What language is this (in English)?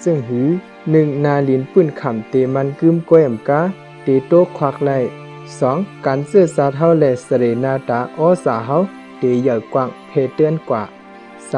Shan